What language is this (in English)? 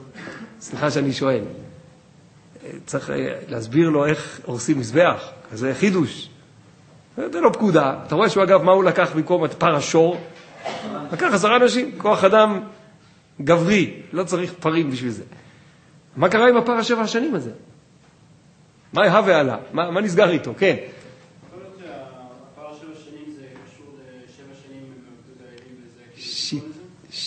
Hebrew